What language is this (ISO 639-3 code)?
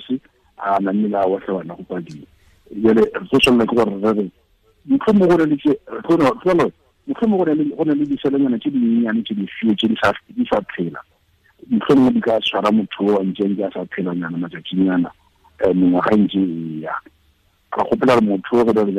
tsn